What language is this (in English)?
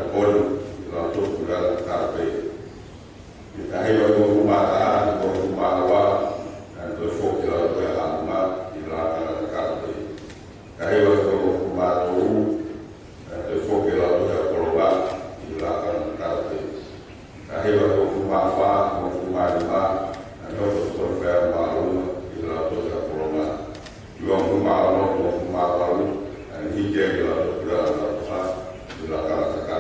Tongan